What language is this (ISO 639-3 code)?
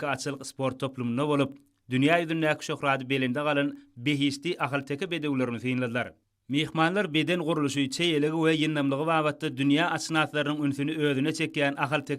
tuk